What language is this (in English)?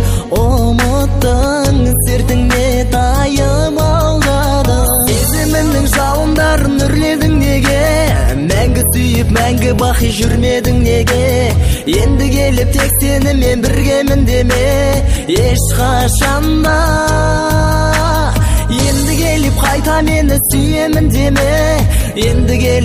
Kazakh